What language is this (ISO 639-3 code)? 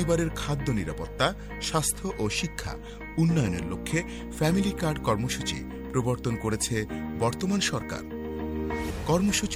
ben